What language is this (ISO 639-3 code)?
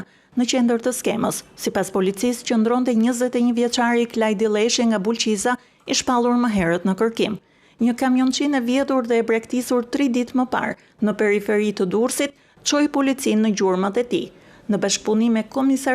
sqi